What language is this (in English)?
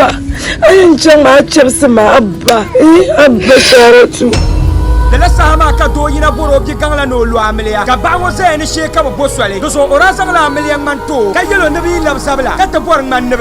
Dagbani